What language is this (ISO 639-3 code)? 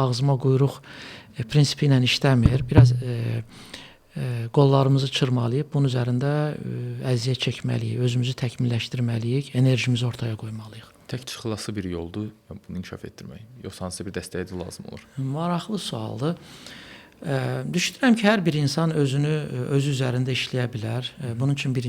aze